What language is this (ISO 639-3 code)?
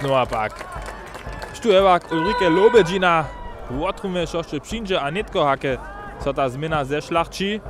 hsb